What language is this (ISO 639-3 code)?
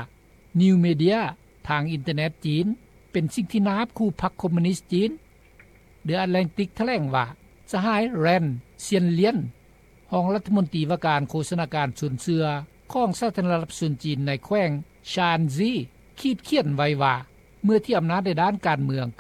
lao